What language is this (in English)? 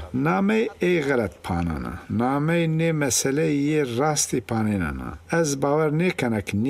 Zaza